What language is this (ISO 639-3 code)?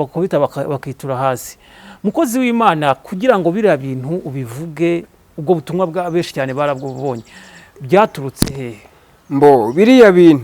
kin